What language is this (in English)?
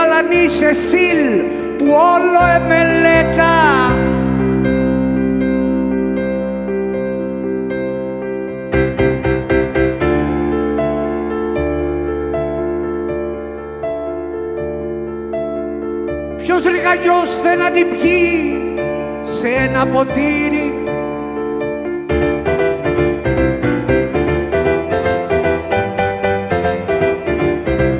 Greek